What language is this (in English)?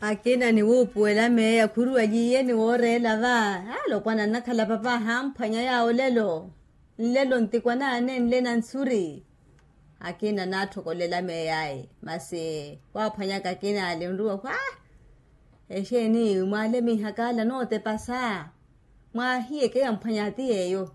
Makhuwa